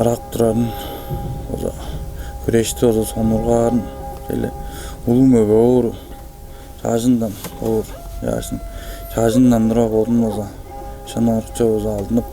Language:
Tuvinian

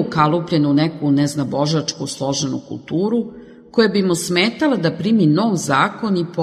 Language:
Serbian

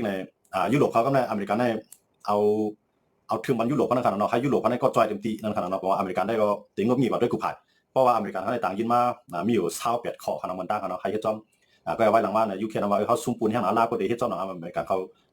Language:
Shan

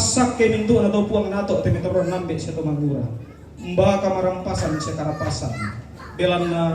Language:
Toraja-Sa'dan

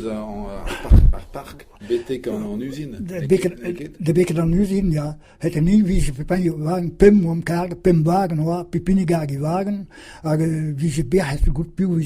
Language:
Breton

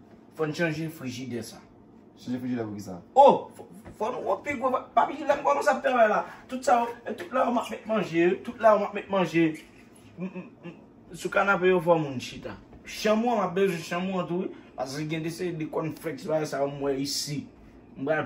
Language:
Haitian Creole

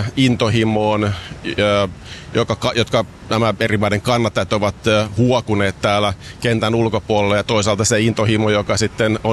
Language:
Finnish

